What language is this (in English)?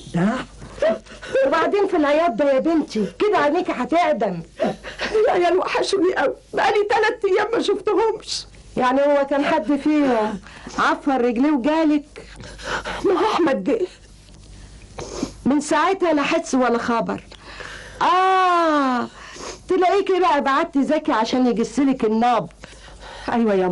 Egyptian Arabic